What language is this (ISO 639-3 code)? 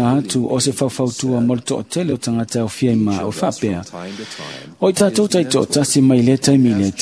smo